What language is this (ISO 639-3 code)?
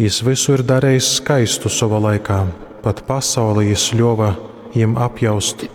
ltg